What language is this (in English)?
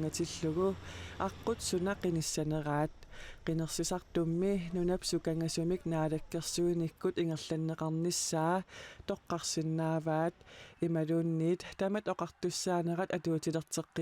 Kalaallisut